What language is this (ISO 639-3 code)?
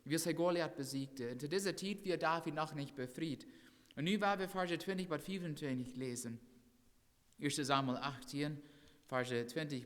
pdt